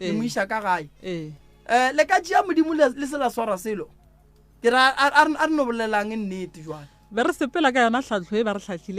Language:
Northern Sotho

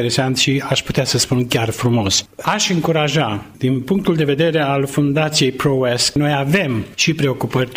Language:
Romanian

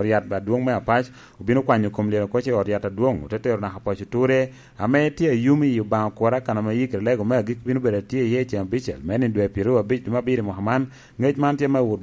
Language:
Lango (Uganda)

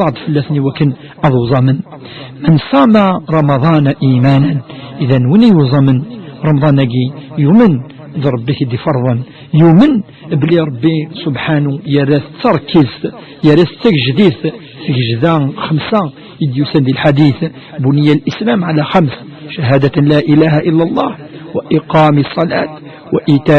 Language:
Kabyle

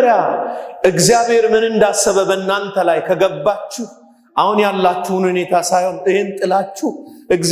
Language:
Amharic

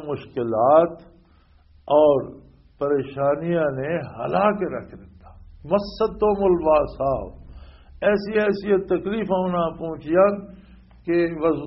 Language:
Western Panjabi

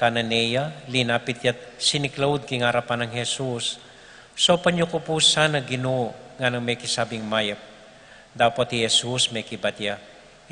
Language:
Pampanga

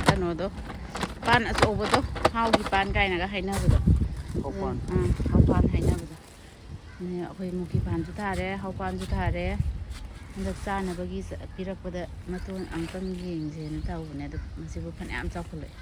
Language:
Manipuri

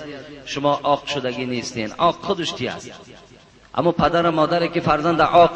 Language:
Tajik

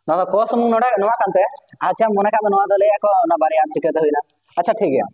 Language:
Santali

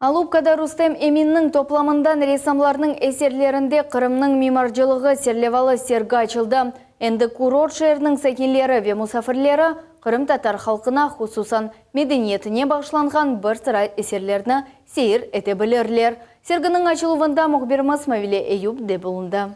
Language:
Crimean Tatar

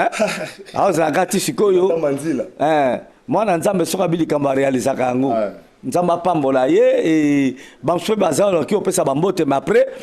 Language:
Lingala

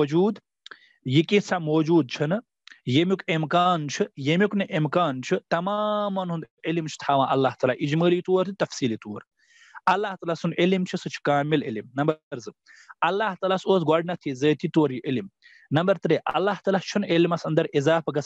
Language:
Kashmiri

